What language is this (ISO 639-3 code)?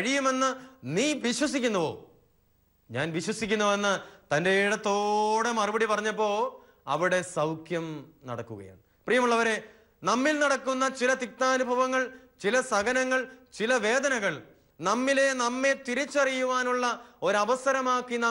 mal